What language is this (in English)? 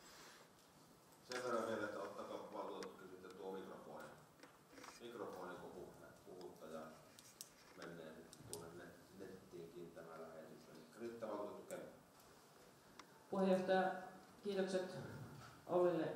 Finnish